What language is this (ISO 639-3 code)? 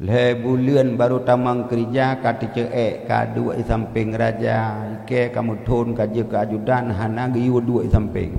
ace